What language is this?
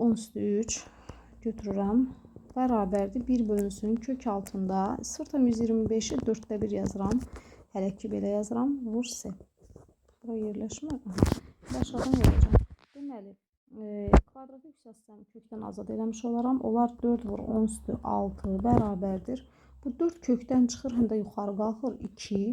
Azerbaijani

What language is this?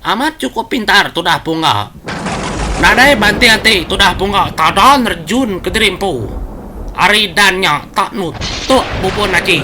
Iban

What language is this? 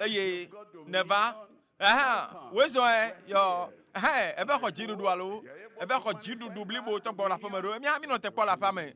Ewe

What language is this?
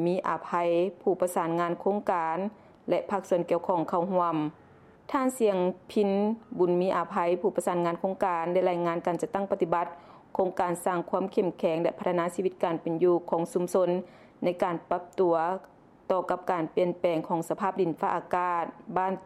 Lao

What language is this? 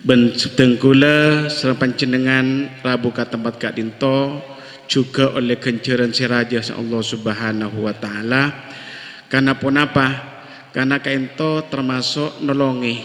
Madurese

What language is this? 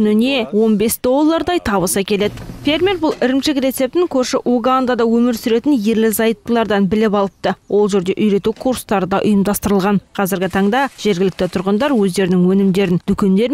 Kazakh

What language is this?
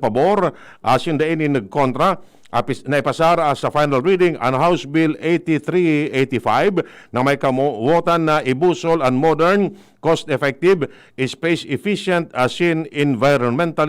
Bikol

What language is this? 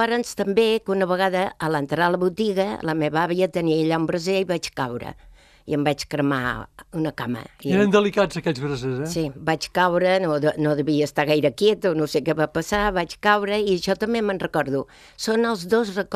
Catalan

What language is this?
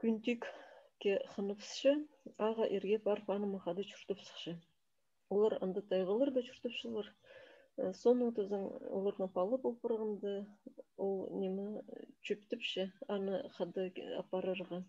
Khakas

